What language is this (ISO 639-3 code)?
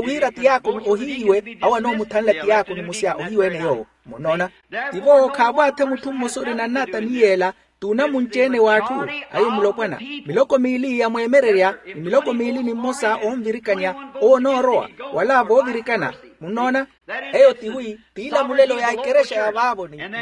vmw